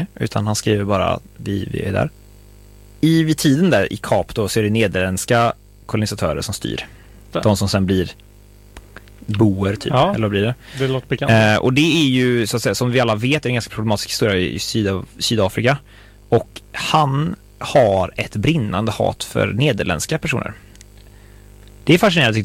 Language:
Swedish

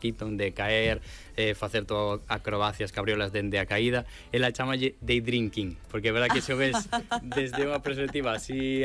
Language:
Galician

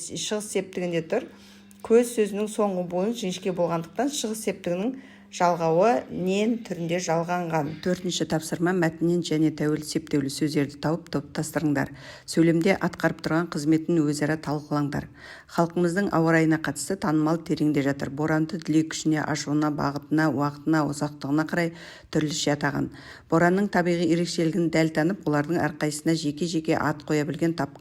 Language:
Kazakh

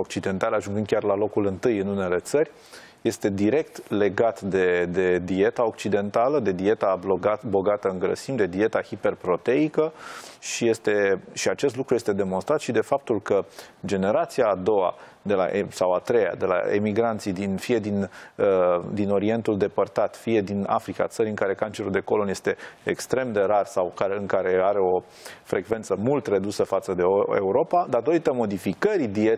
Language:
Romanian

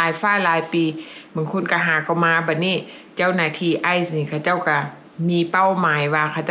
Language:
Lao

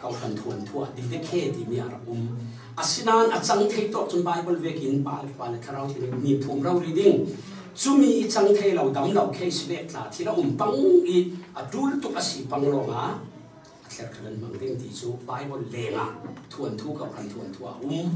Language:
Falam Chin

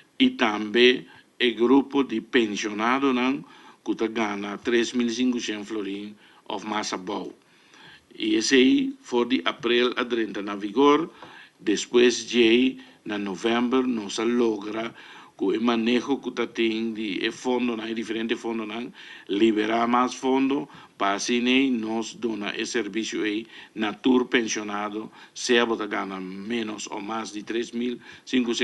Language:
Papiamento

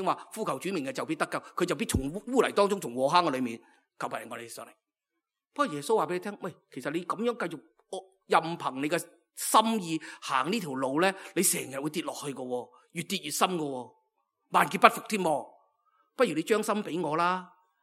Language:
Cantonese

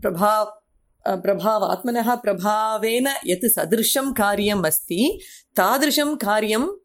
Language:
Sanskrit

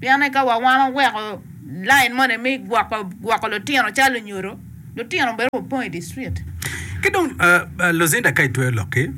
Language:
Acoli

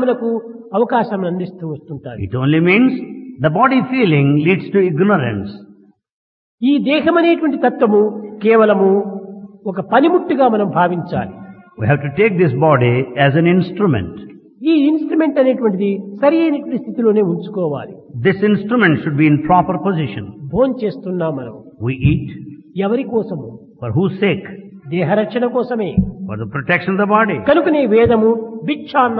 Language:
Telugu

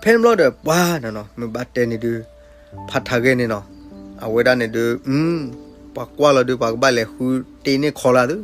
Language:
S'gaw Karen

